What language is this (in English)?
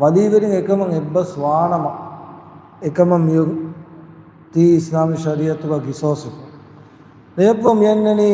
Divehi